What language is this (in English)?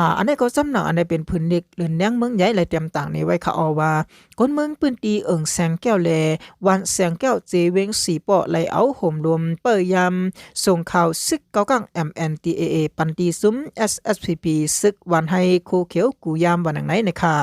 Shan